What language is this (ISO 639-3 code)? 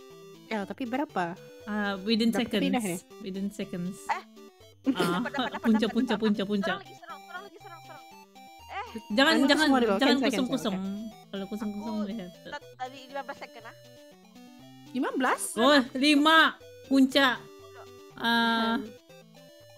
msa